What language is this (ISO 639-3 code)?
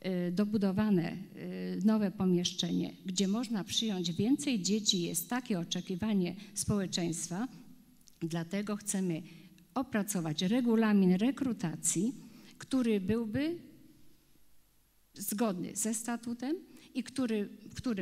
pol